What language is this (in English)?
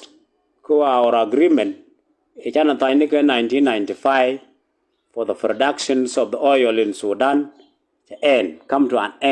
Nuer